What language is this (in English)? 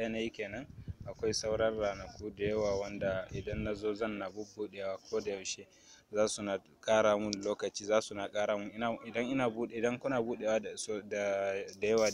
Hausa